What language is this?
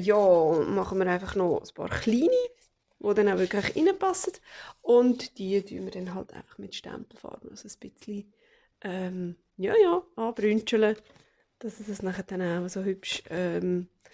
Swiss German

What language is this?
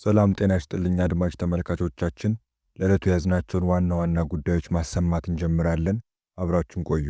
Amharic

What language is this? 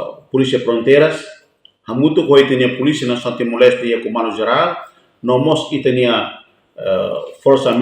Tetum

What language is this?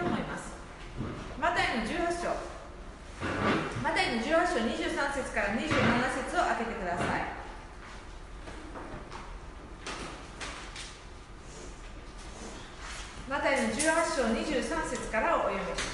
Japanese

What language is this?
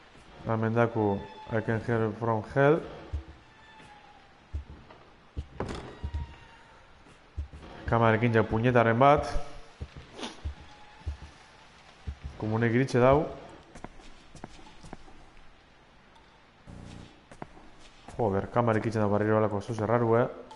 Basque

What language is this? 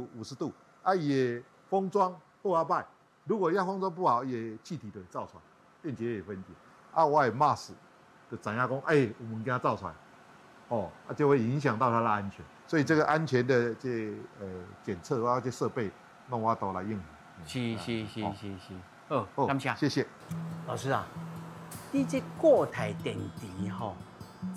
Min Nan Chinese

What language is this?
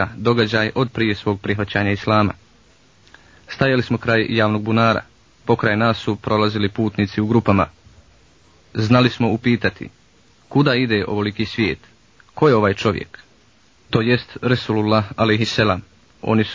Bosnian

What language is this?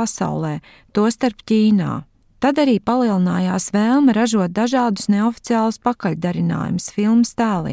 Latvian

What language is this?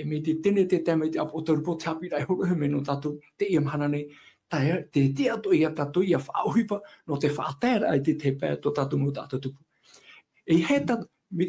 Tahitian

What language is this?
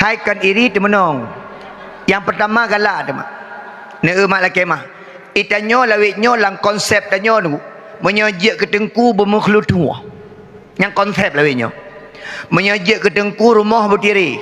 Achinese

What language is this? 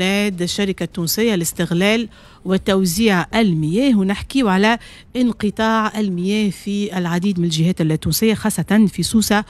Tunisian Arabic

